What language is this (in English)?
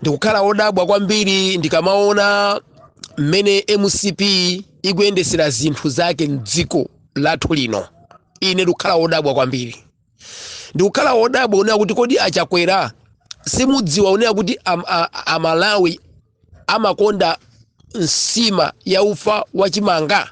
Nyanja